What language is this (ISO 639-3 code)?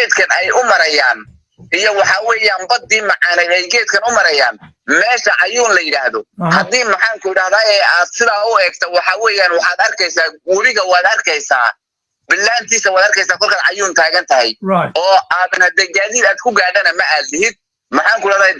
som